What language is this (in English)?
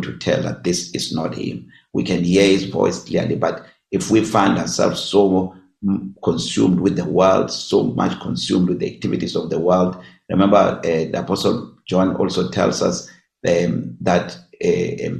English